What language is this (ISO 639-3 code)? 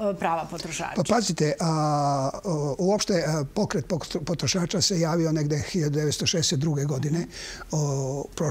srp